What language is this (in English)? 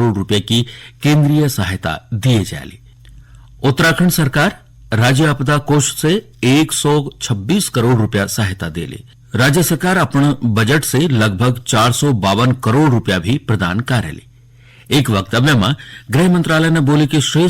Garhwali